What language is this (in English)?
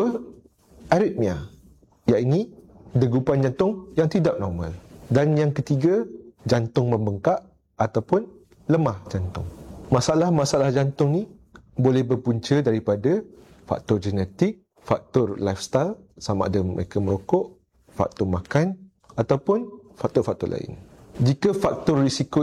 Malay